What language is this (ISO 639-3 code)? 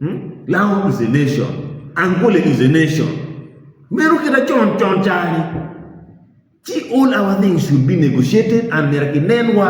ach